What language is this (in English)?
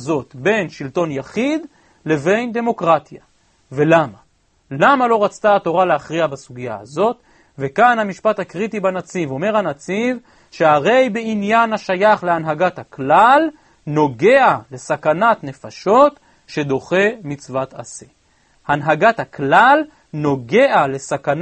Hebrew